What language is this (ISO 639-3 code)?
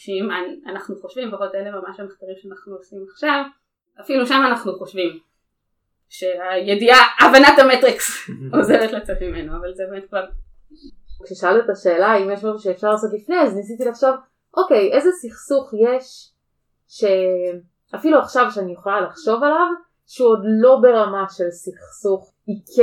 heb